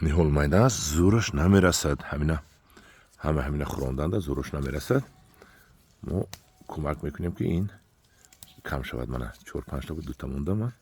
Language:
Tajik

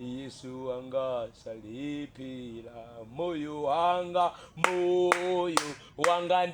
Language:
Nyanja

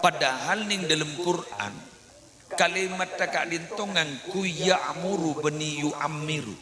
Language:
Madurese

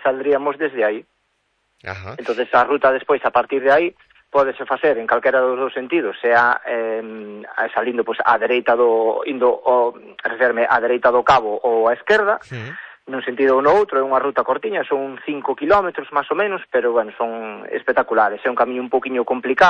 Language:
Galician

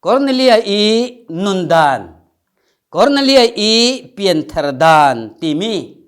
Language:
Falam Chin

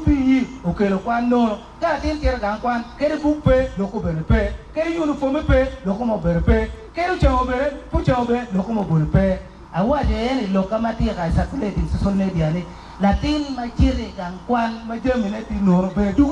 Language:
Acoli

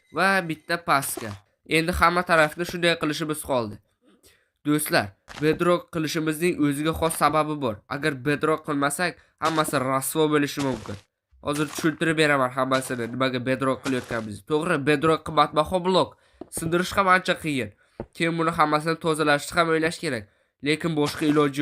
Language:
Uzbek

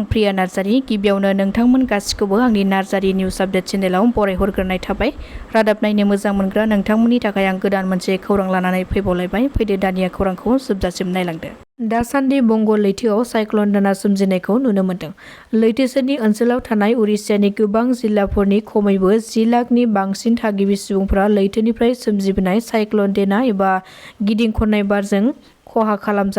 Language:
Bodo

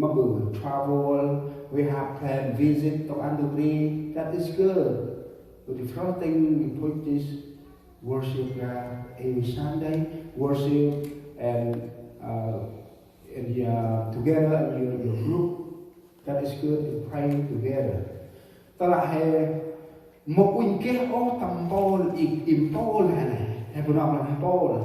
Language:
Central Mnong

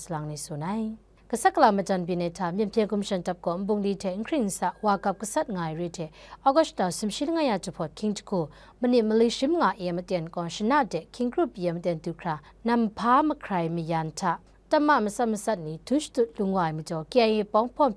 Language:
Kachin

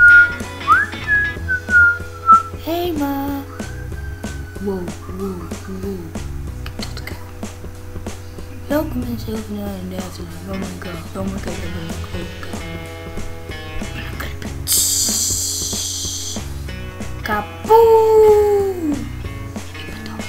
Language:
Dutch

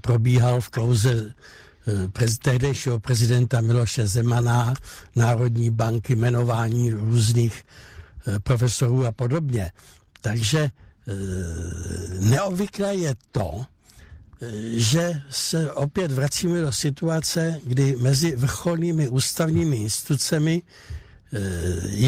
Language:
Czech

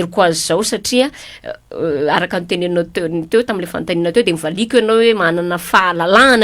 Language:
Malagasy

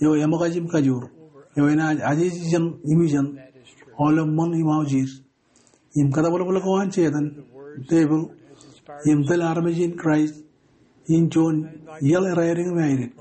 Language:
Marshallese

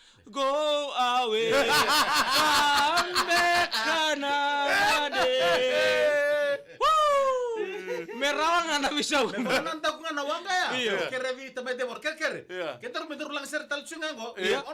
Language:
Fijian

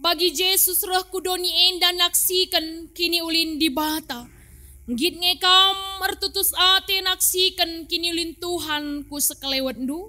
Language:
Batak Karo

